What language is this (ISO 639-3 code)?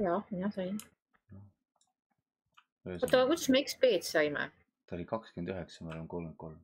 est